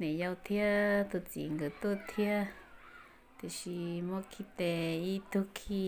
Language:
Hmong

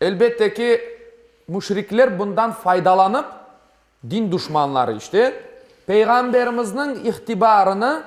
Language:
Crimean Tatar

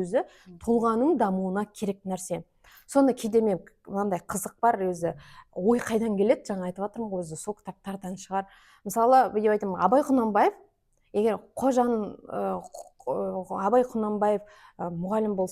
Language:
Kazakh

